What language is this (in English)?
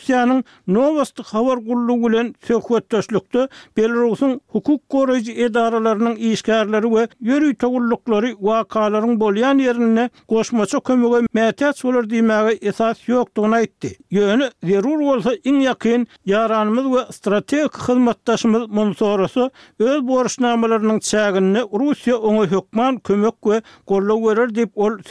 Turkmen